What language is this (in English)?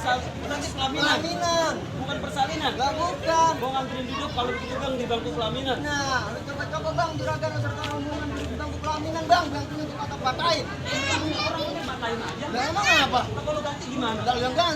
Betawi